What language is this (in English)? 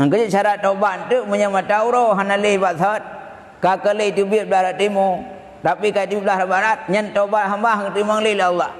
Achinese